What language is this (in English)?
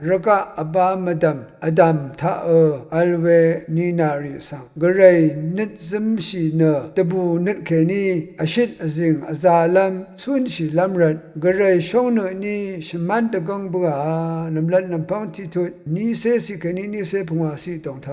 Rawang